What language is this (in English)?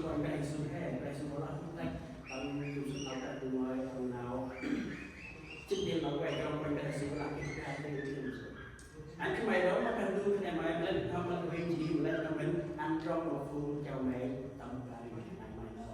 Central Mnong